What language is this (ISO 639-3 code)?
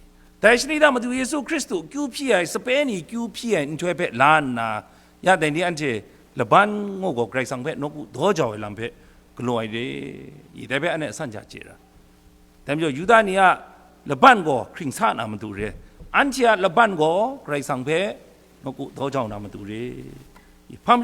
kac